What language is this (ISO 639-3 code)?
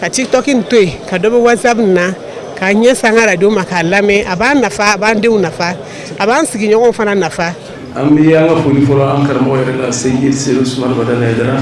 bam